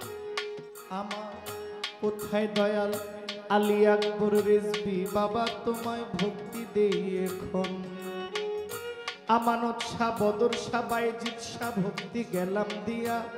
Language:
Bangla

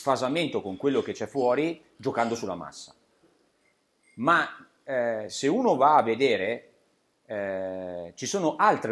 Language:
Italian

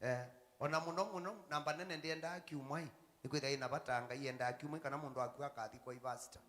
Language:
Kamba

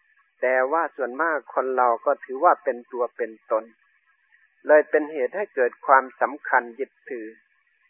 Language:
Thai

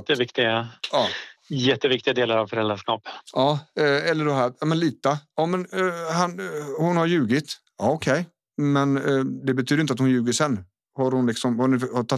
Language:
Swedish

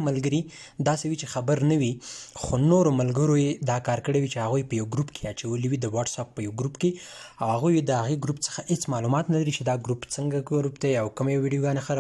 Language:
Pashto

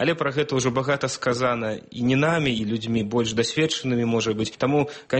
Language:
Belarusian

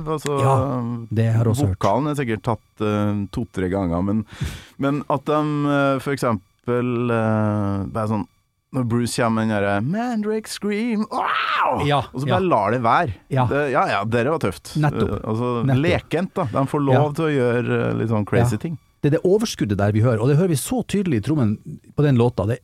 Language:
Norwegian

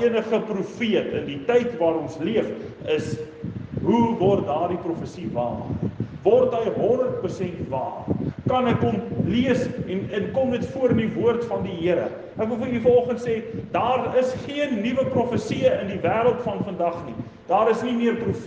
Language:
Afrikaans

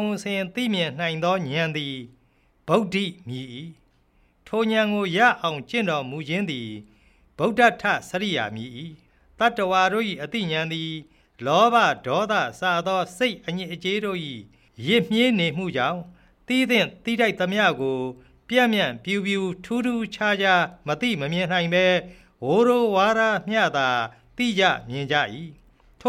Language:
Burmese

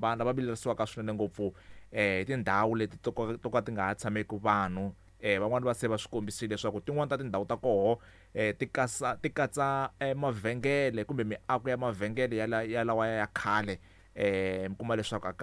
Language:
Tsonga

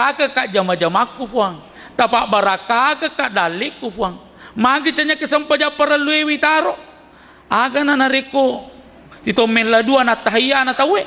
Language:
Buginese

